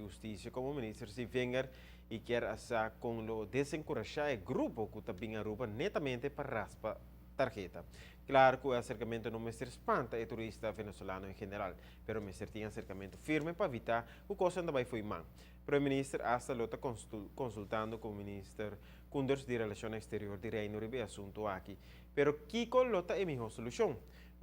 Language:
Papiamento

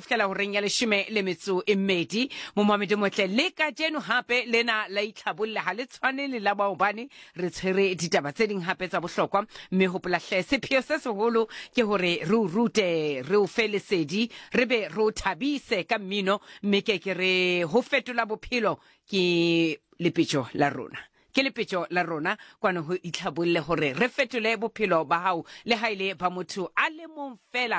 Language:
Southern Sotho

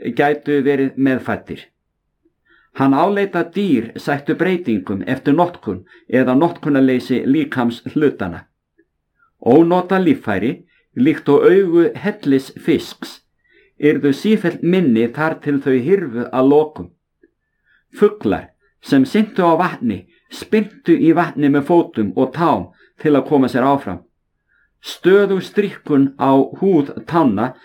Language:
Icelandic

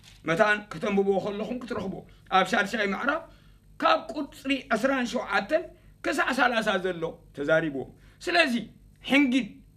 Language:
Tigrinya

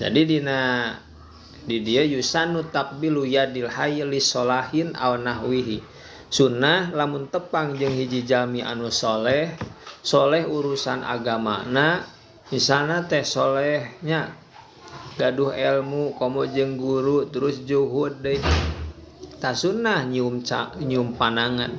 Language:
Sundanese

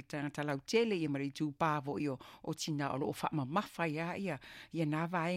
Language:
Samoan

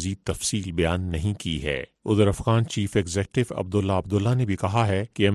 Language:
Urdu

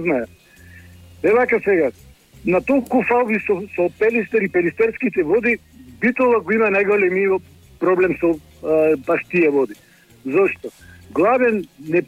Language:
Macedonian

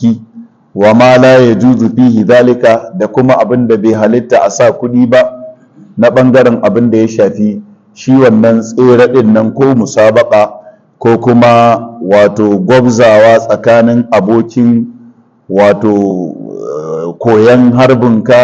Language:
Hausa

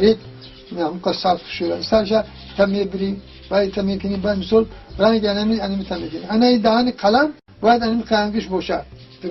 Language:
Tajik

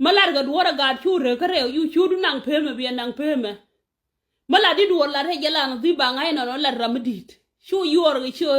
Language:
Nuer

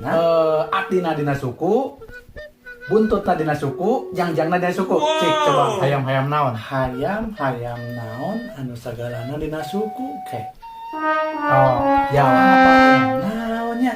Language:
Sundanese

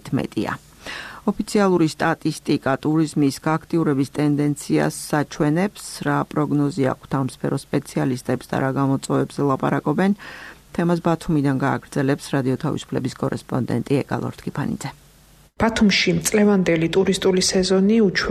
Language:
Georgian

